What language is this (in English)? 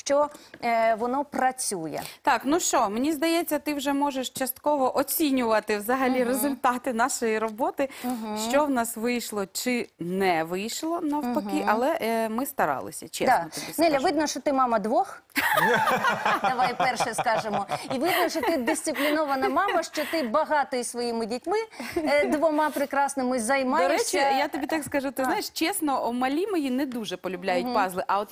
Ukrainian